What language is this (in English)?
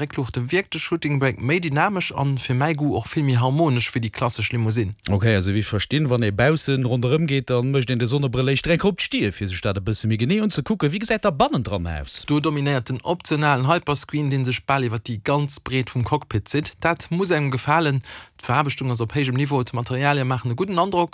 Luxembourgish